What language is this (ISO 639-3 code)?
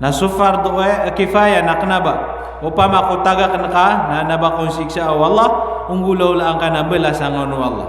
mrw